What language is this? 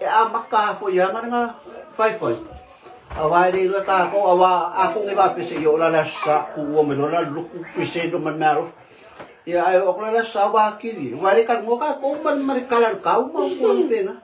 Samoan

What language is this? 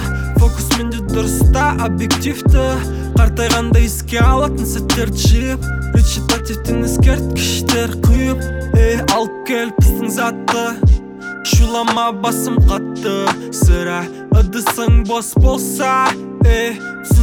Kazakh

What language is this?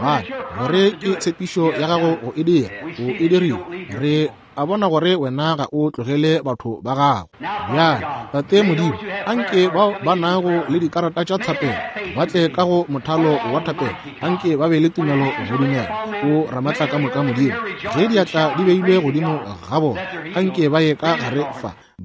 Northern Sotho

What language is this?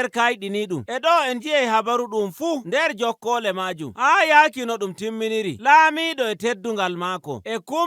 Nigerian Fulfulde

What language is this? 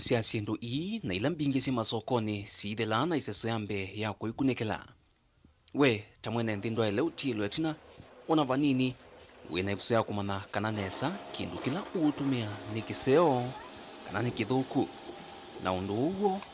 Kamba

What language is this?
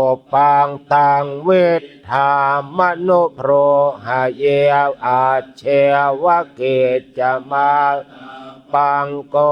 Pali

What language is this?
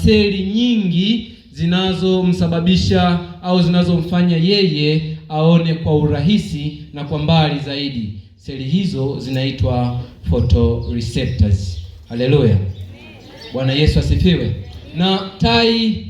Swahili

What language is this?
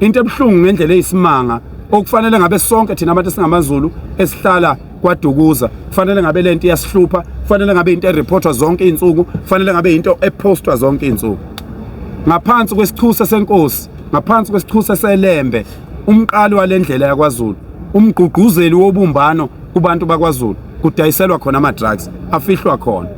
Zulu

